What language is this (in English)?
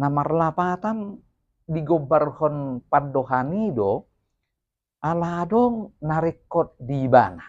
Batak Toba